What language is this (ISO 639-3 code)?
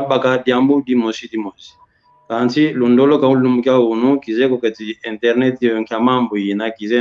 kwy